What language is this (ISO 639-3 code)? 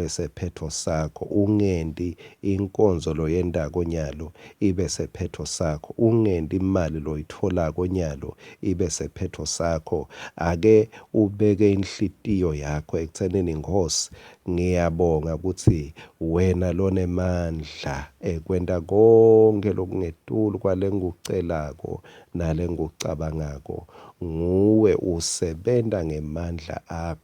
ssw